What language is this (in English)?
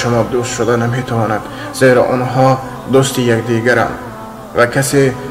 Tajik